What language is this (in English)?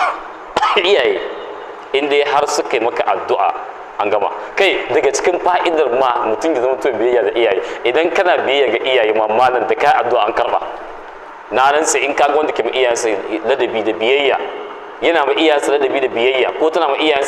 Hausa